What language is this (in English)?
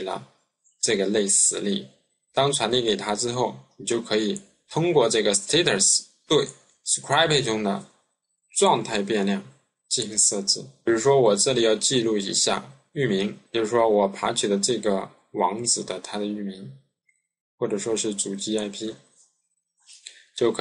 Chinese